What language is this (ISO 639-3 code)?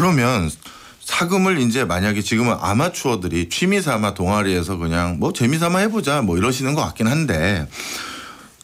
kor